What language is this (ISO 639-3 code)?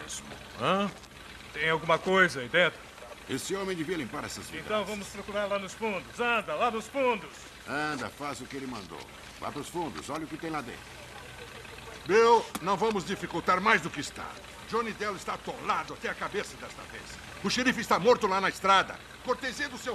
por